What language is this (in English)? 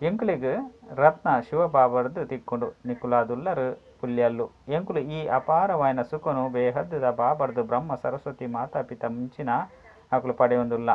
Tulu